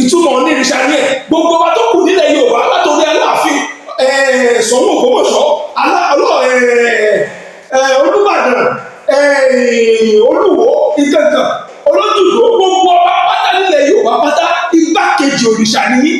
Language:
Yoruba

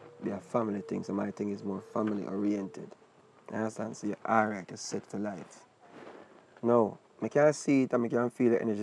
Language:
Jamaican Creole English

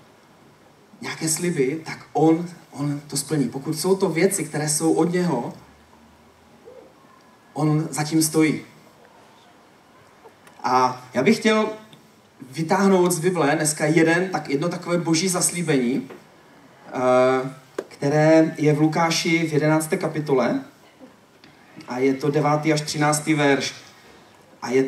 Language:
Czech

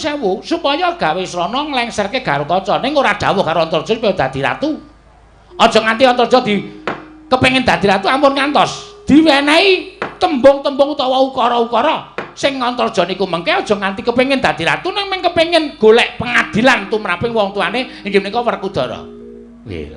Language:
Javanese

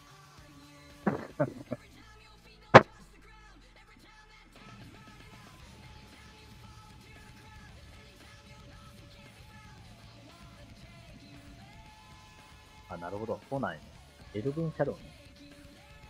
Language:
Japanese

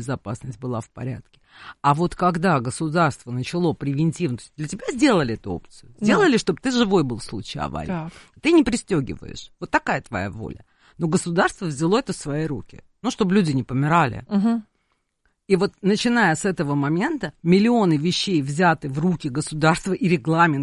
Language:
Russian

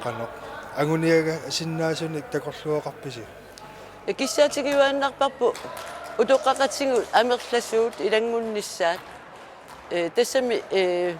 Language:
Kalaallisut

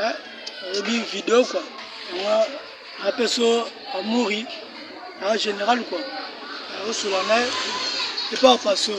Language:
Lingala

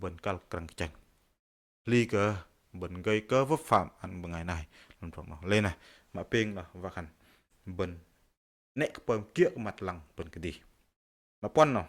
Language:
Bahnar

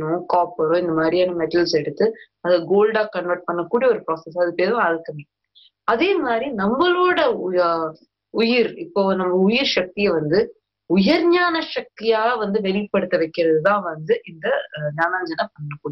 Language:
Tamil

